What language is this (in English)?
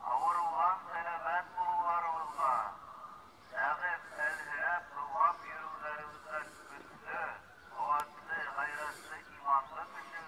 Bashkir